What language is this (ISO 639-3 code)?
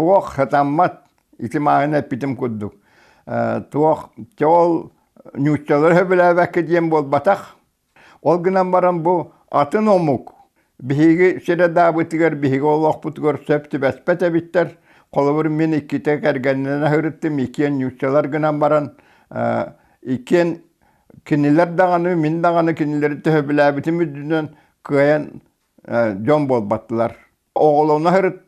sah